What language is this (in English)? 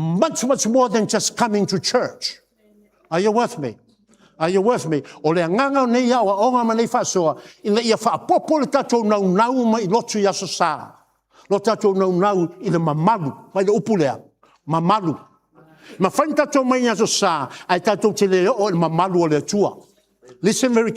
Samoan